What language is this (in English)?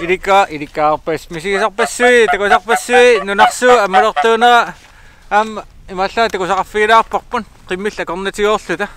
Kalaallisut